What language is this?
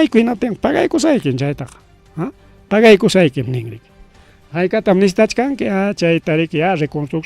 Ayacucho Quechua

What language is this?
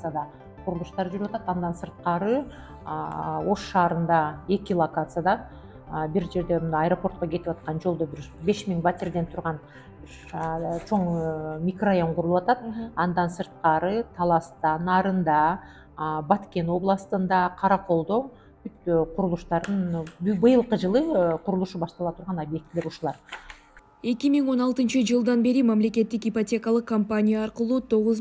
Kyrgyz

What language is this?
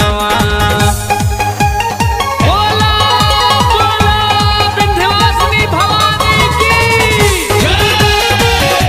Bhojpuri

